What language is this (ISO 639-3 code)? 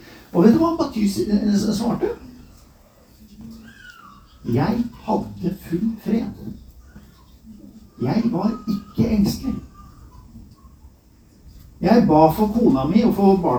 nor